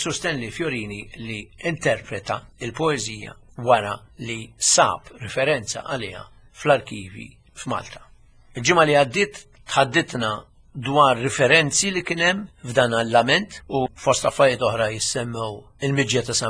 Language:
Maltese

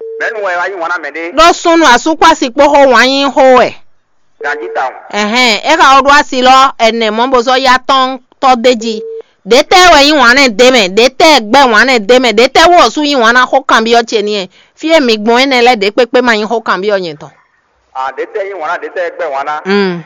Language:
Fon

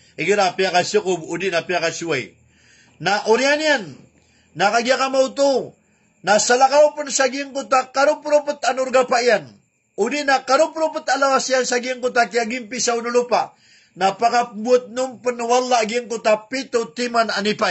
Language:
Maranao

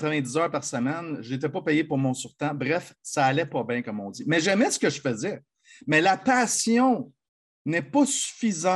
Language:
French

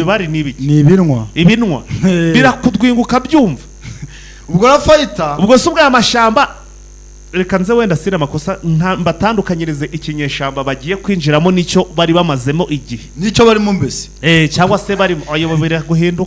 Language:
Kinyarwanda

